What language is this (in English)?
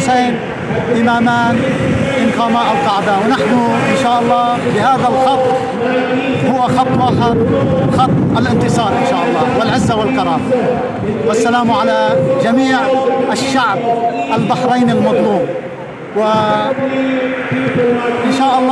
Arabic